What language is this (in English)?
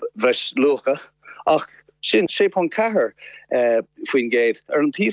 Irish